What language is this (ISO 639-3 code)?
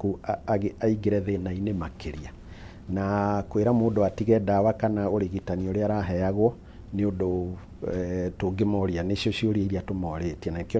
kik